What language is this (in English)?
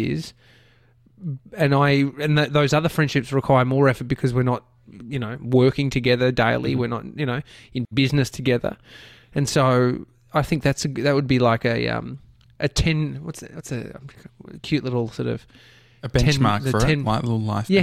English